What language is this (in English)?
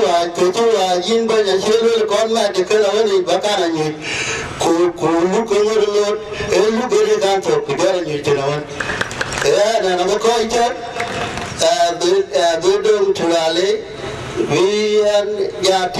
Dinka